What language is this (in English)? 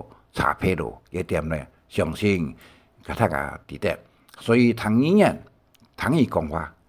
Hakka Chinese